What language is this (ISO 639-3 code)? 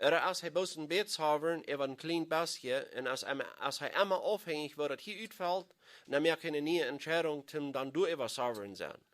pdt